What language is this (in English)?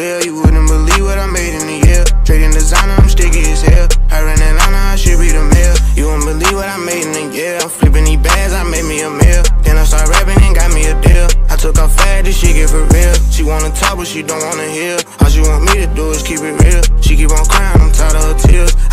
English